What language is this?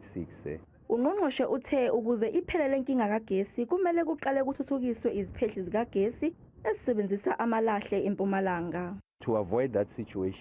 Zulu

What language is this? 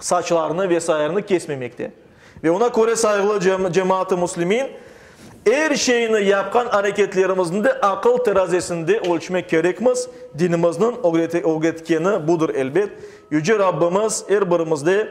Crimean Tatar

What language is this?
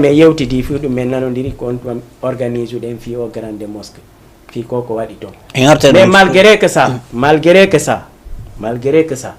Fula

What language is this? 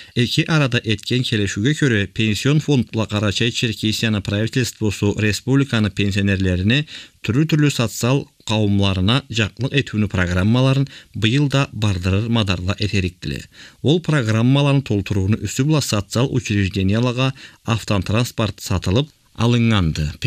Karachay-Balkar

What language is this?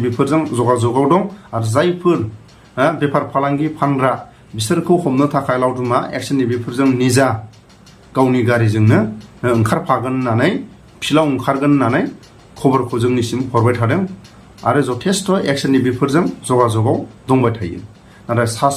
Bodo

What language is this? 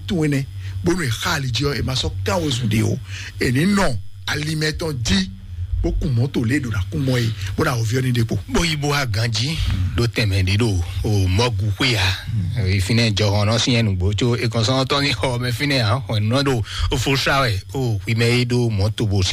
Fon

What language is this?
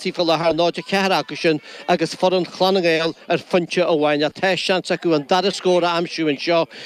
Irish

